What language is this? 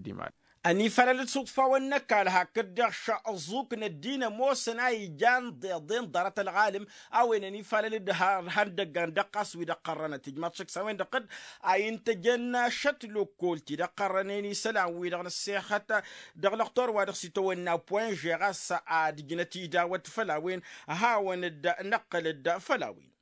Tamasheq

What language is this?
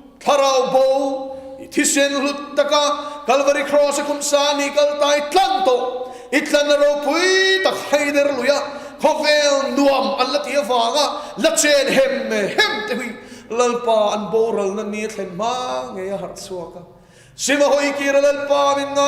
Mizo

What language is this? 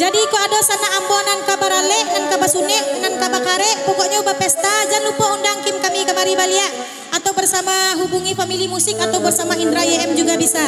Minangkabau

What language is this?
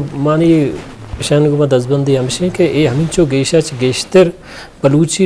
Eastern Balochi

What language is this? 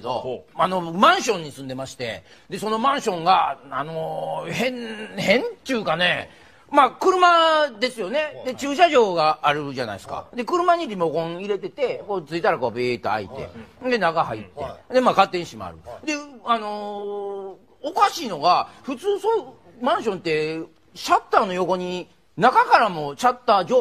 Japanese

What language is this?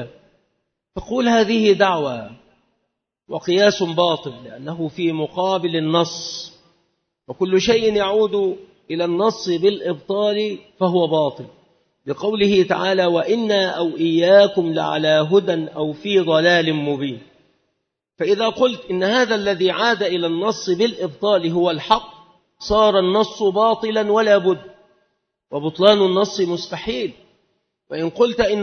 Arabic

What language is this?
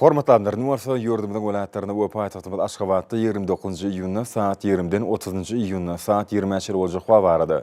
Turkmen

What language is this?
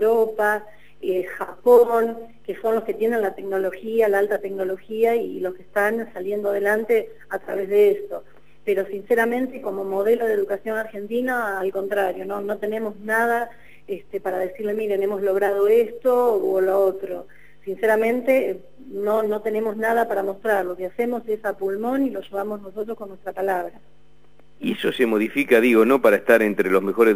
Spanish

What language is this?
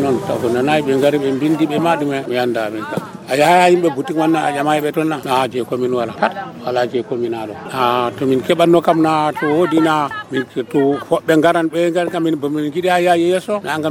Nigerian Fulfulde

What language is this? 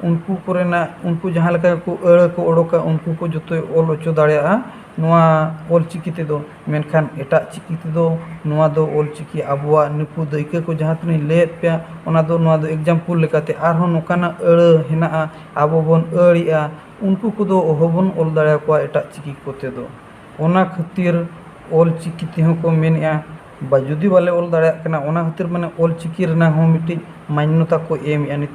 Santali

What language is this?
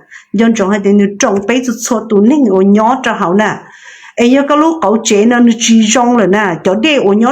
Hmong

